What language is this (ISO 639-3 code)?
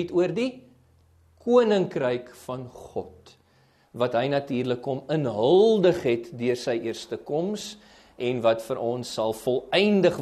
afr